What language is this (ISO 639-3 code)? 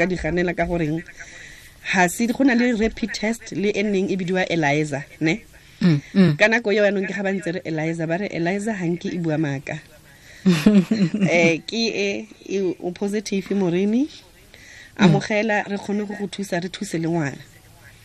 tsn